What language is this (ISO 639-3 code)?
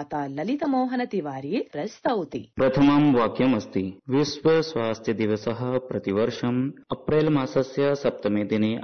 san